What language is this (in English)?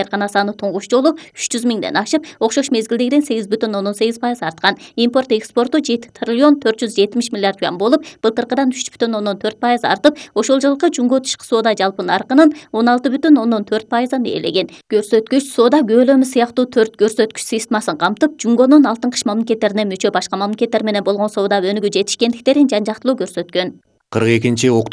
Kyrgyz